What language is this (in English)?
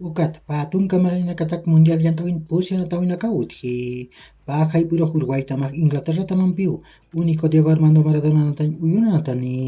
Aymara